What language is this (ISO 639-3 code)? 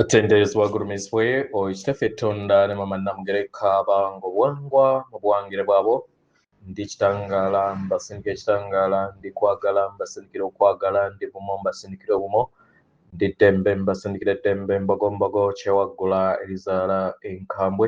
lug